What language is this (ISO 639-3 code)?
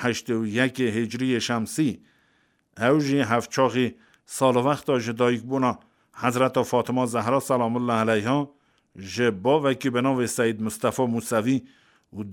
kur